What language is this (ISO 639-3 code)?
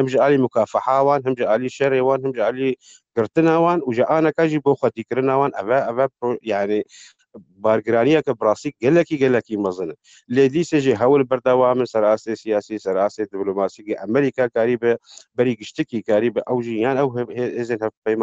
kur